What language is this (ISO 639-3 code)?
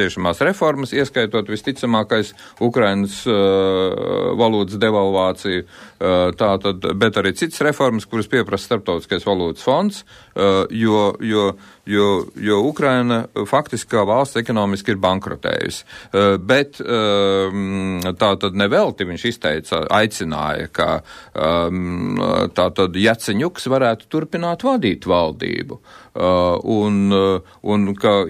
lav